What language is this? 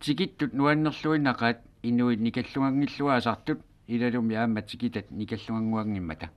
Kalaallisut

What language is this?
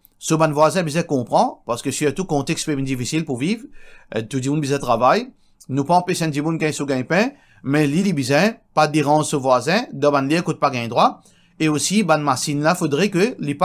Morisyen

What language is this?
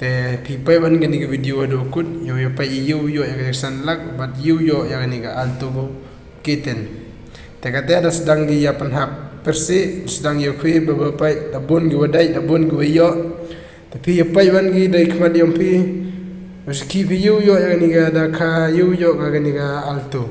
Khasi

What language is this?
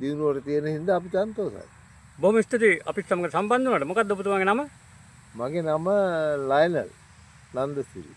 Sinhala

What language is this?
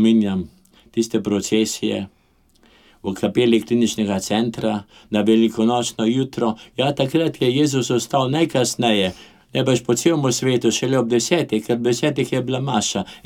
Slovenian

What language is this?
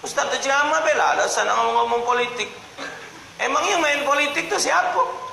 Musi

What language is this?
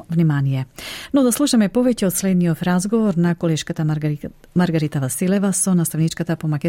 Macedonian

